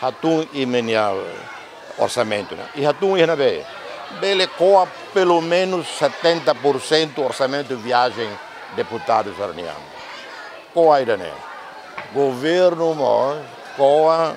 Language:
Tetum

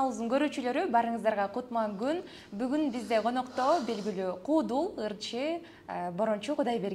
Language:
Kyrgyz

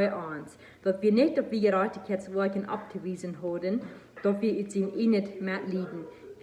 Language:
Plautdietsch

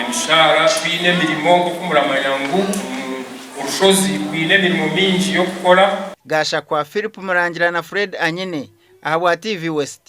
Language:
Nyankole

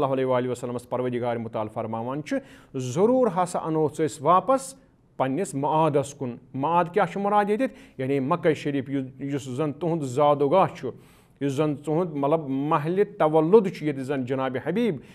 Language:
Kashmiri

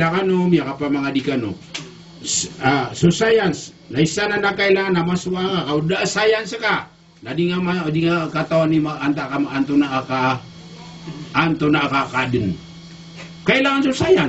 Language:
Maranao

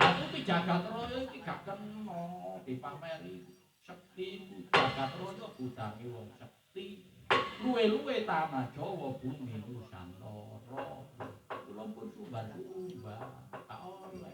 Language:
Javanese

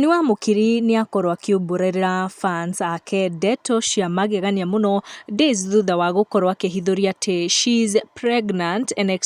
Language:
Kikuyu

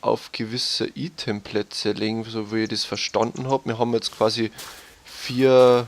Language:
Bavarian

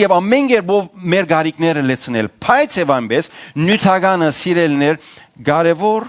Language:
Western Armenian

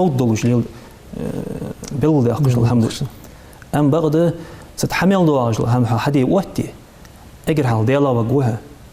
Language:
Ingush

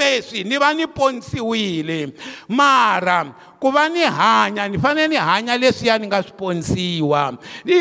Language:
Tsonga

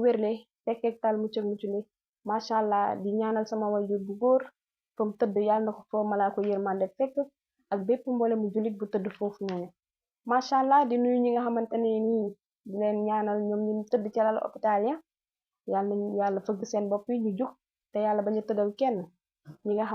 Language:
Wolof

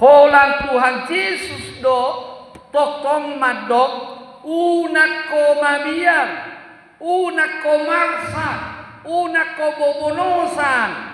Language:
Batak Toba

